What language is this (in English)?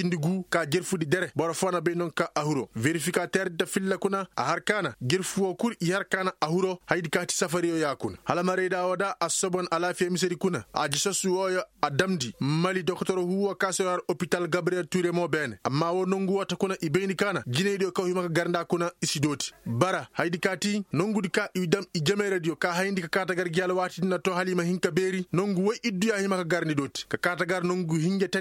Koyraboro Senni